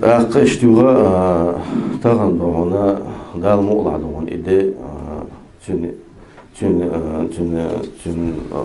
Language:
Chechen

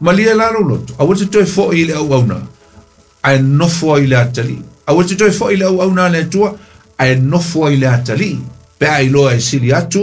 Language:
Samoan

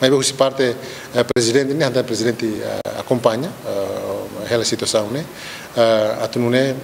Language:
Tetum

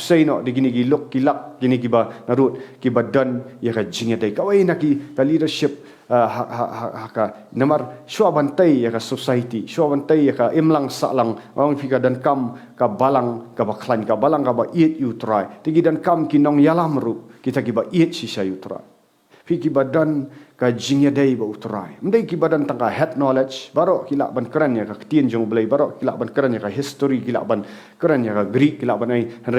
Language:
Khasi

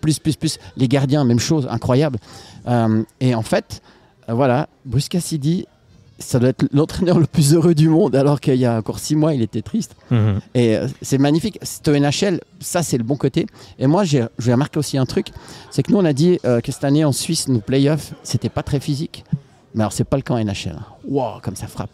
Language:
French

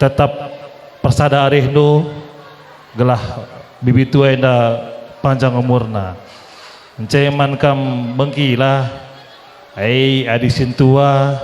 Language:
Batak Karo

